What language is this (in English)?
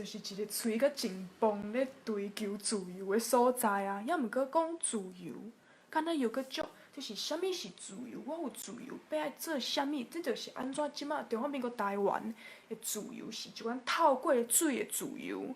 Min Nan Chinese